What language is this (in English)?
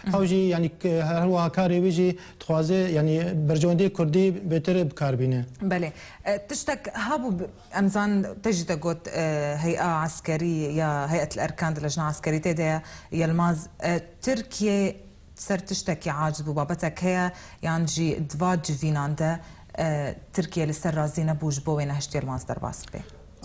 Kurdish